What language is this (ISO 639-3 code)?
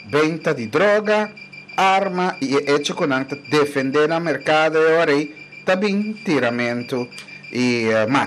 pap